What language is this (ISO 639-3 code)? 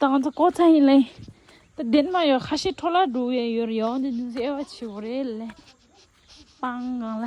bod